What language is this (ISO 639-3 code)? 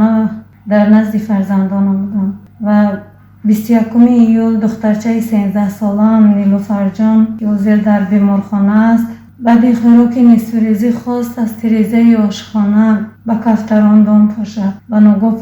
tgk